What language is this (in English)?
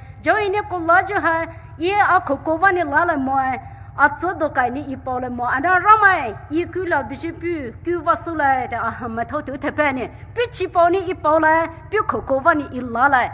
Poumei Naga